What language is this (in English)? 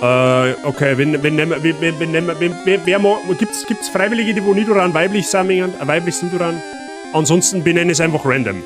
Bavarian